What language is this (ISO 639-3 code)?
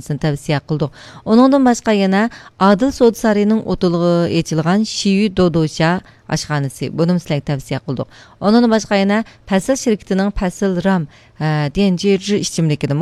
uig